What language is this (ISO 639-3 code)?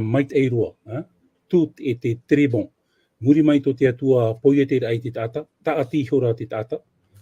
tah